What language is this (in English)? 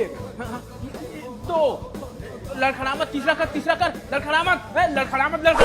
Chhattisgarhi